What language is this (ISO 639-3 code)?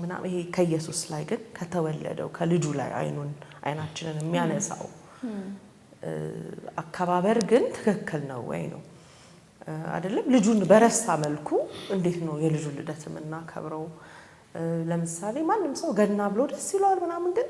amh